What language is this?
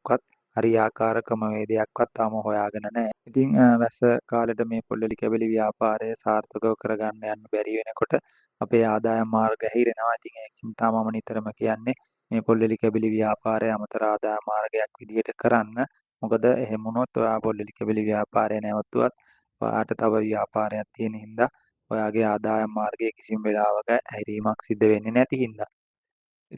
Sinhala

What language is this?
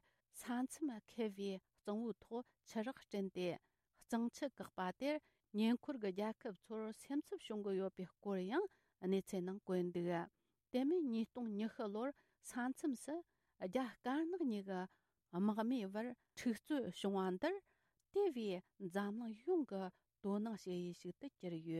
Tibetan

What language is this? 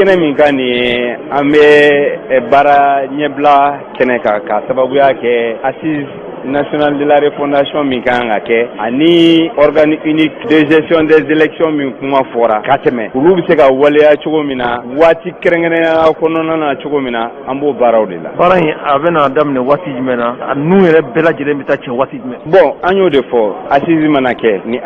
Bambara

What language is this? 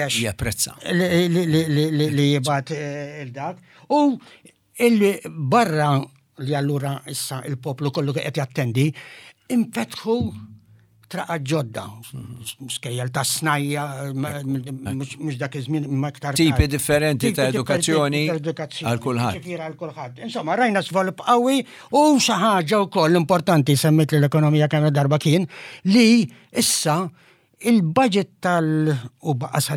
Maltese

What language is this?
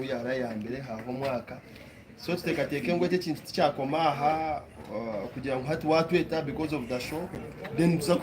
Nyankole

